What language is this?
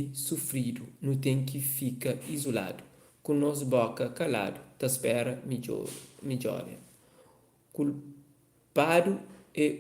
Kabuverdianu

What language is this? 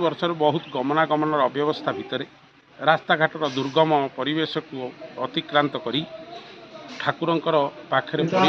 Odia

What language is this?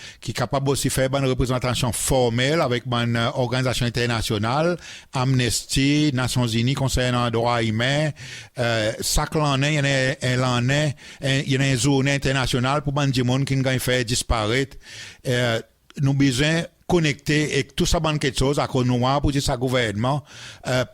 Seselwa Creole French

